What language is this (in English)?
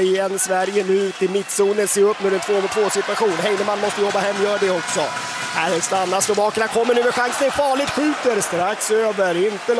Swedish